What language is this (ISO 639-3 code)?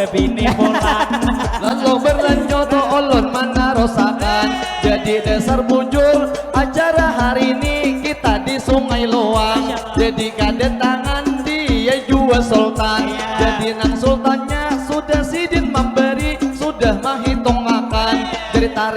bjn